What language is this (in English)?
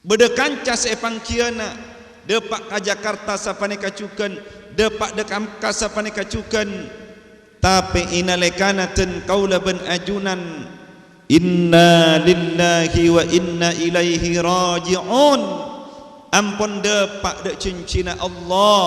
Madurese